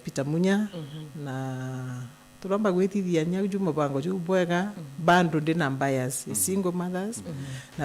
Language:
Meru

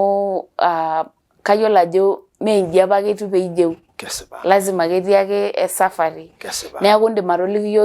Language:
Masai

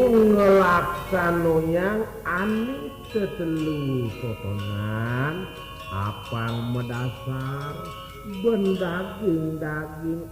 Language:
Balinese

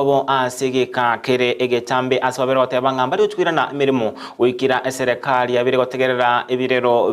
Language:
Gusii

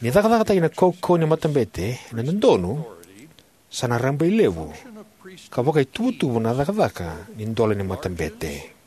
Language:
Fijian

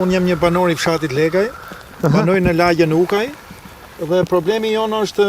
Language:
Albanian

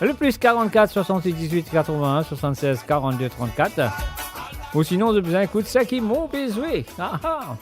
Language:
Morisyen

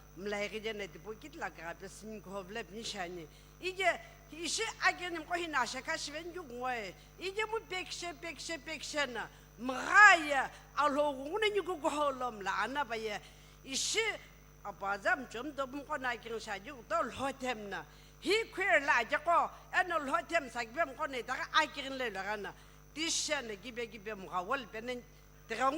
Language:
Sumi Naga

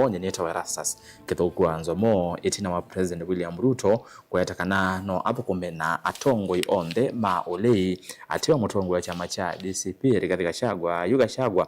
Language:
Kamba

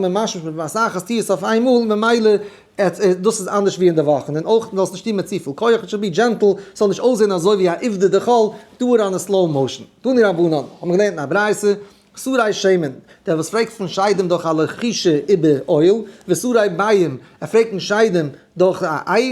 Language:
Yiddish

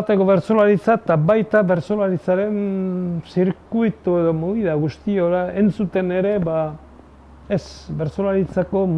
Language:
Basque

